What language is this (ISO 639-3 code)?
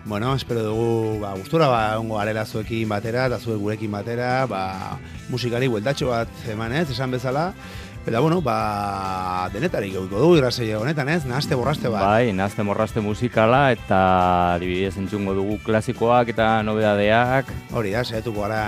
eus